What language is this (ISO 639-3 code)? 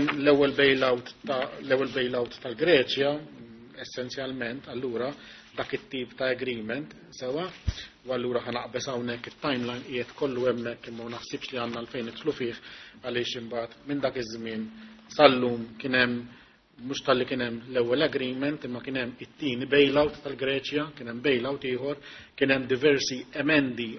mlt